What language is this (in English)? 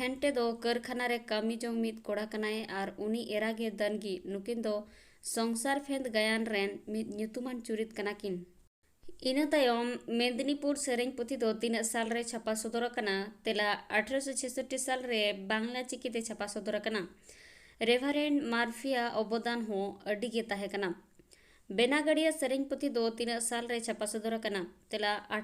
Santali